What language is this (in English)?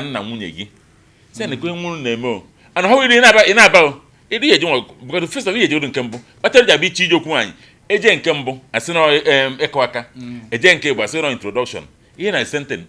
Igbo